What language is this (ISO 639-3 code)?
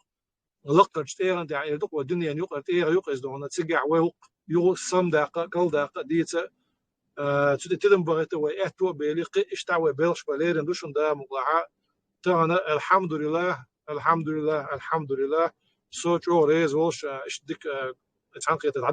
che